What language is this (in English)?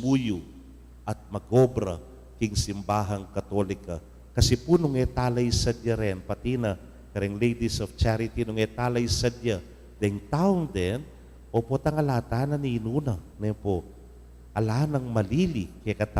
Pampanga